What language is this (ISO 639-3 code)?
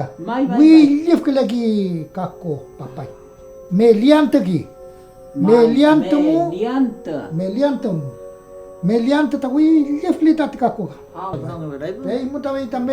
arn